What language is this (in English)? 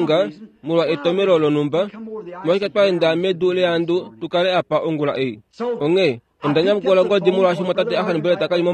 Kuanyama